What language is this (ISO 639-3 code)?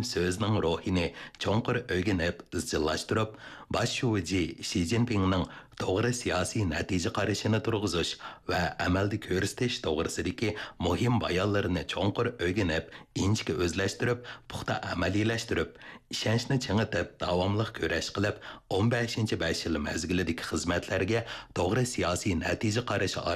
uig